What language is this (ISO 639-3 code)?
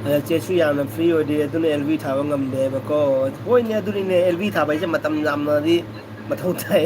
mni